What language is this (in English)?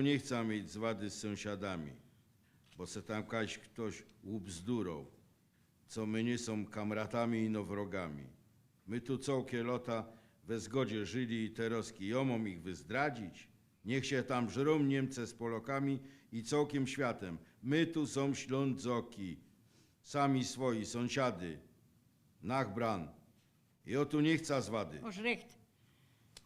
Silesian